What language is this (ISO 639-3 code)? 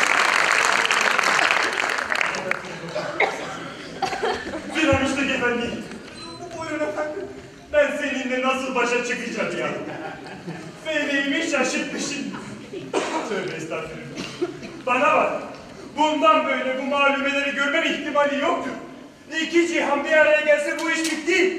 tur